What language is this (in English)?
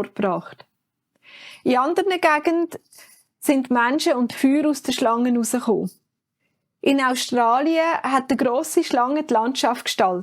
Swiss German